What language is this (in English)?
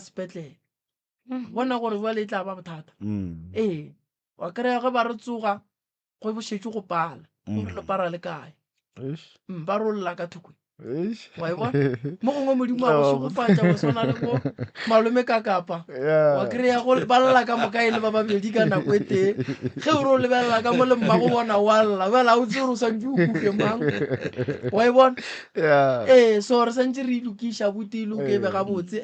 Northern Sotho